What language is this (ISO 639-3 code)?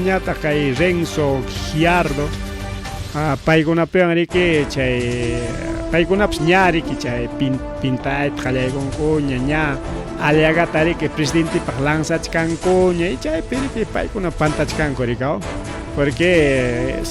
quy